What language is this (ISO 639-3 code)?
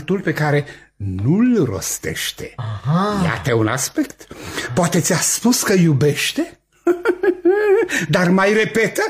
ron